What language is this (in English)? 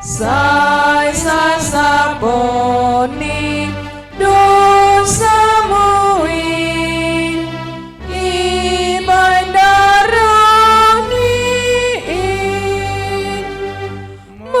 Batak Simalungun